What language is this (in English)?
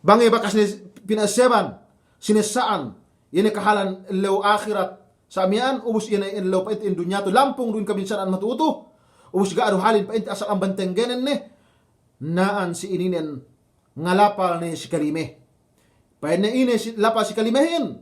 Yakan